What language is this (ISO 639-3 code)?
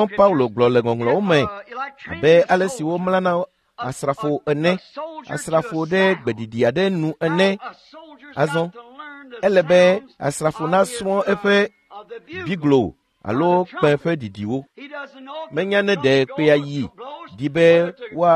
ewe